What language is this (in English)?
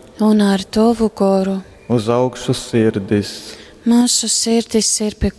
Latgalian